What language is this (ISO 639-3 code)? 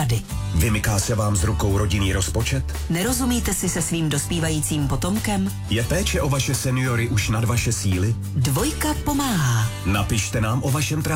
ces